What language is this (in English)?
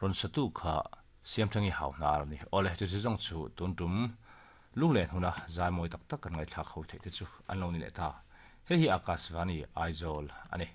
Mizo